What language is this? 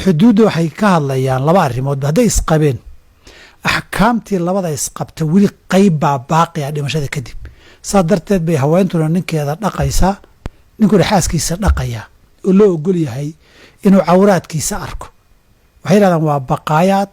Somali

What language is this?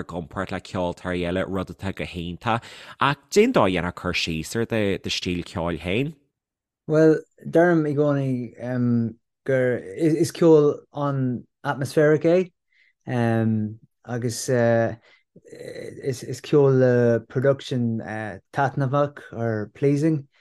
Irish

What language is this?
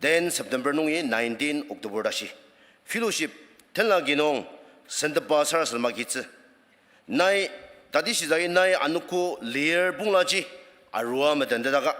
Ao Naga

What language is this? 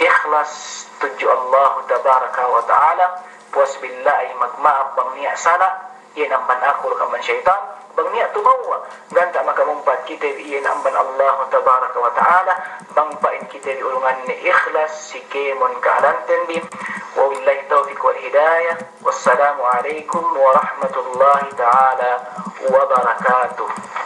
Yakan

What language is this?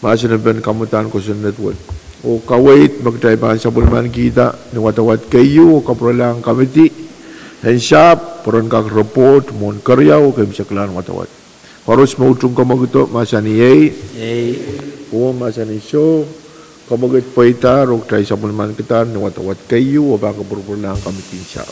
Pohnpeian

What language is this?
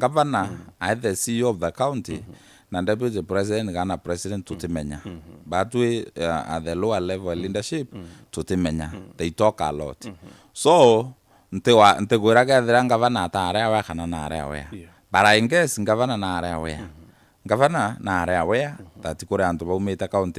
Meru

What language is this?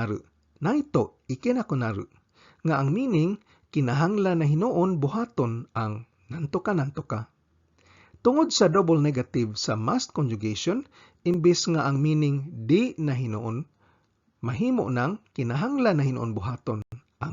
Cebuano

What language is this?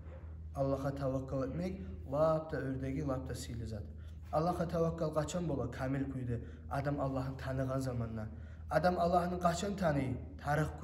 Kumyk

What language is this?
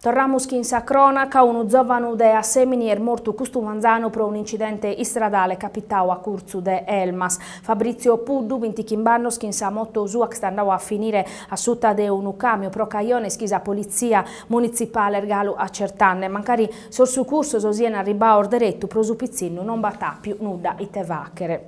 Sardinian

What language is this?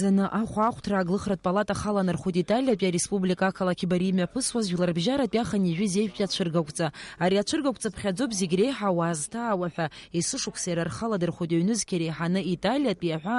Abkhazian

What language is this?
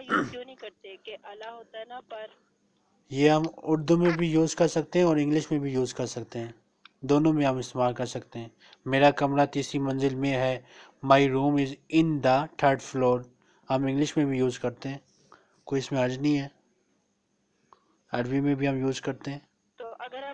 Urdu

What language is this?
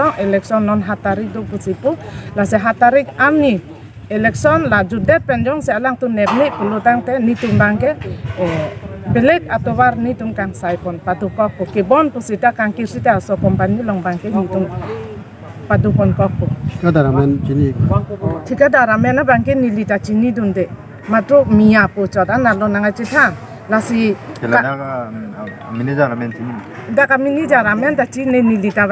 Karbi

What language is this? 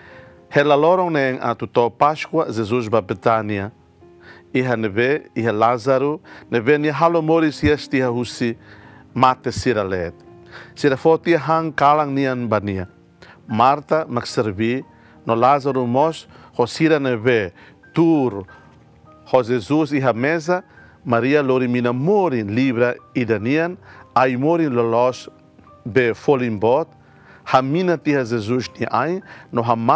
Tetum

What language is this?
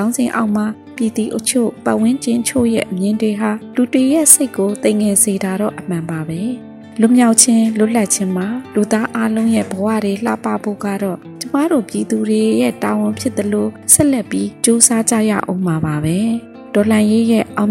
Burmese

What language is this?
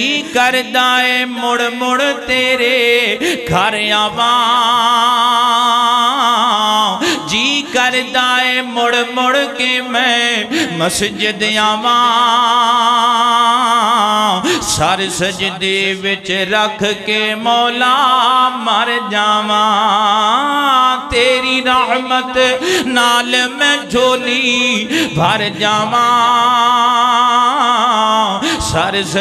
Western Panjabi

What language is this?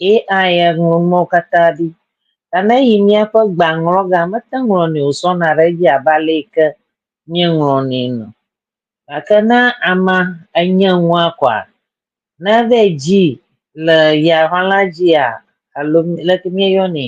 Ewe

